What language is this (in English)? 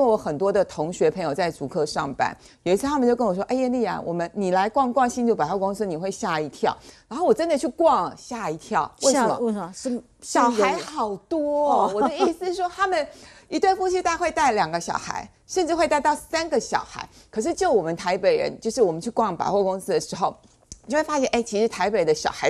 Chinese